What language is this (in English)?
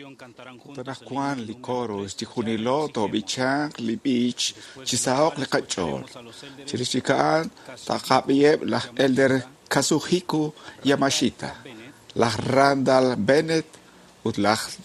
Kekchí